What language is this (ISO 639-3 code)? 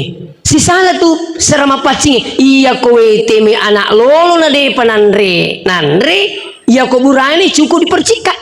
bug